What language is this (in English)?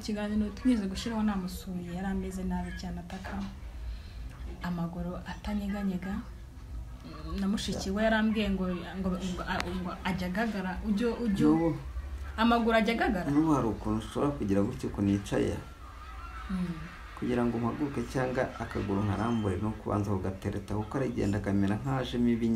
Kinyarwanda